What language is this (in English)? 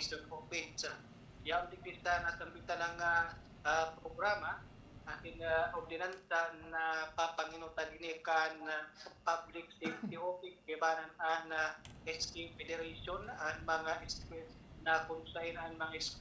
Bikol